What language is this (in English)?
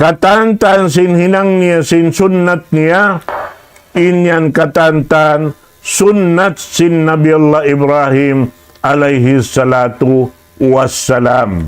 Tausug